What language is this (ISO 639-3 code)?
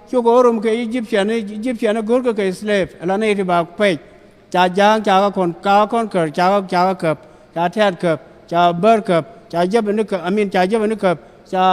nus